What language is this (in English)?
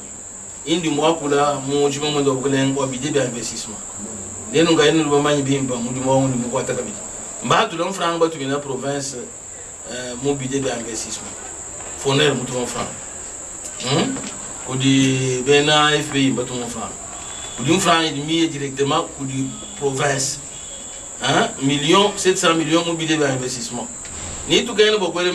Luba-Lulua